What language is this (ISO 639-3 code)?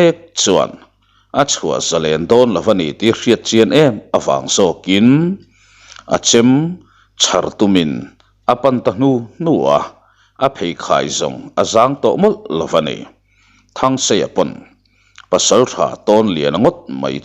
lus